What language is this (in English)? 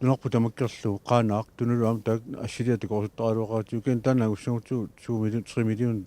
Kalaallisut